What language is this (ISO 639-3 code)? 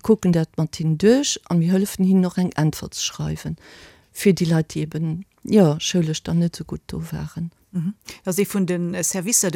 ltz